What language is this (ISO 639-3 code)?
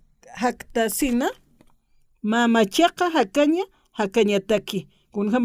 aym